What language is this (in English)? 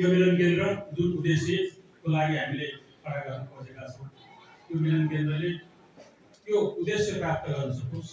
Nepali